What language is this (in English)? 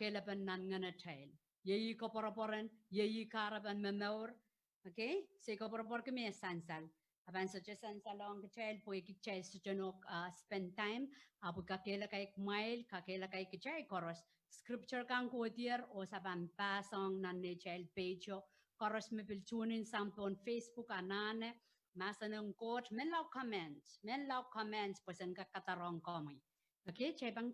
Pohnpeian